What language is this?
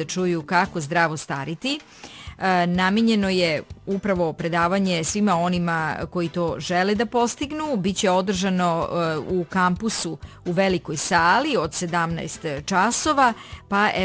Serbian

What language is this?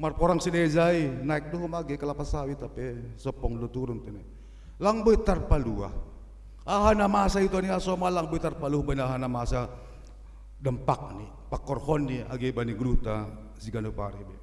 Batak Simalungun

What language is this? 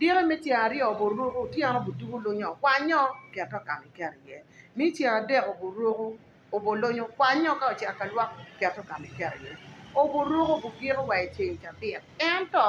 Acoli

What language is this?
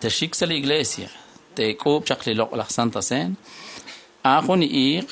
Kekchí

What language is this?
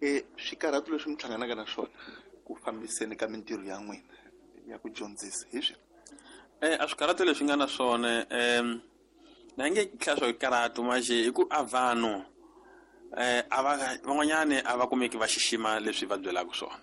Tsonga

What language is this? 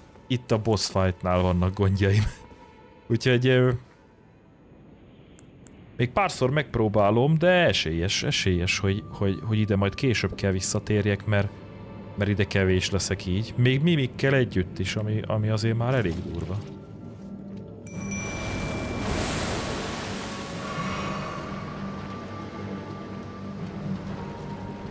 Hungarian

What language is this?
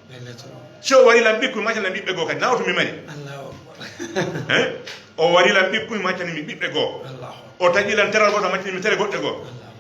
Fula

